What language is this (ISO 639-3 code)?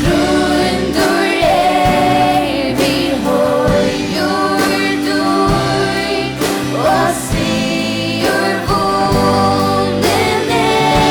fao